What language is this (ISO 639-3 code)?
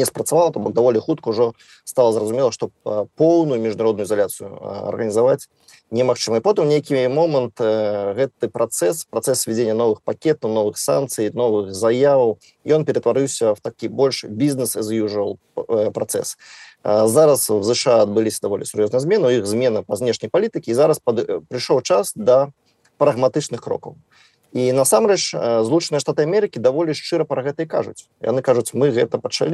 bel